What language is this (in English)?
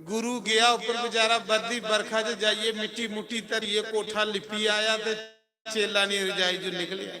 Dogri